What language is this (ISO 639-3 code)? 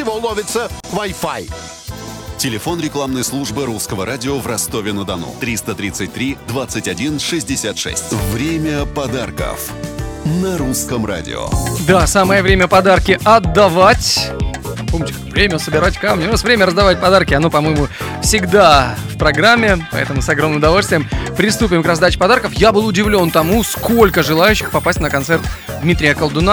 rus